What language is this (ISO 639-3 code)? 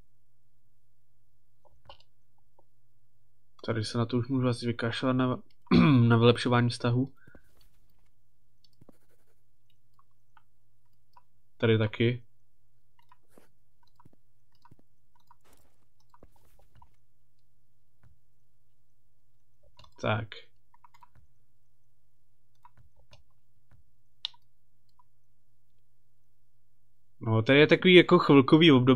ces